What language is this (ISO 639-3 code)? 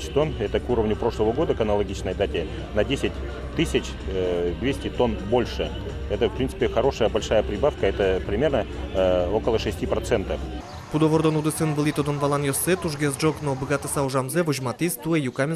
udm